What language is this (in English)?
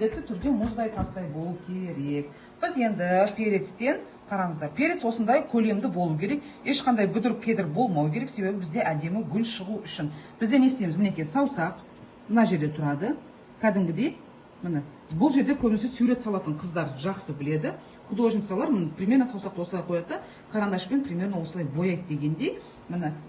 Kazakh